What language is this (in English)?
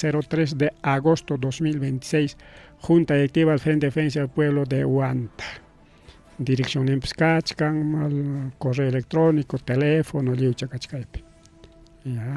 Ayacucho Quechua